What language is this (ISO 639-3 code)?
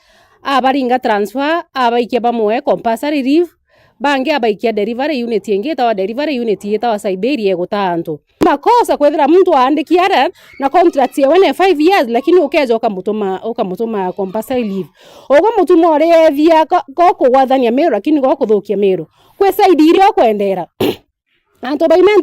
mer